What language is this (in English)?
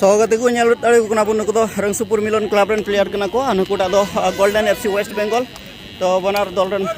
Santali